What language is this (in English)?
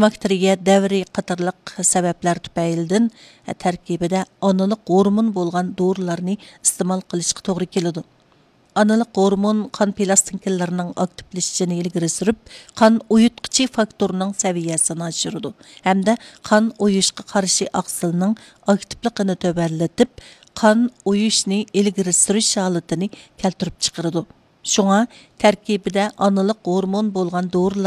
Uyghur